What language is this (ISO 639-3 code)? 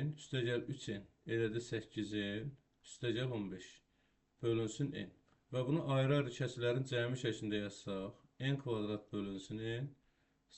aze